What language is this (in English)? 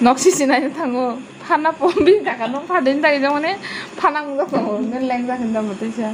Kok Borok